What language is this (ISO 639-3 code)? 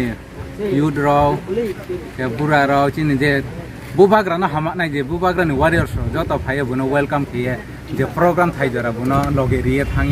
ria